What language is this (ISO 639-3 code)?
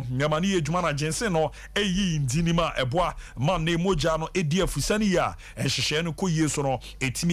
aka